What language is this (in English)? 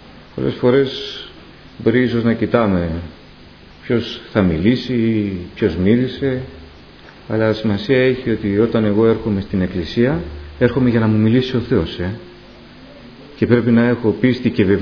Greek